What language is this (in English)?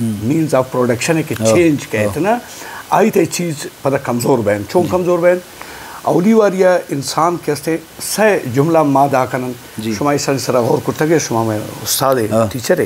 Eastern Balochi